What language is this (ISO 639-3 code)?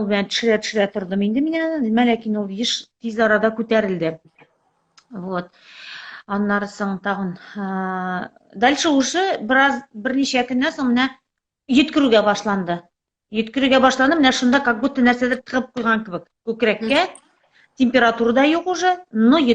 tat